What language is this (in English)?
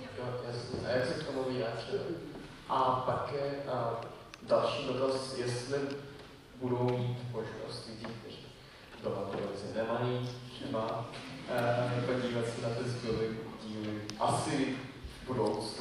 Czech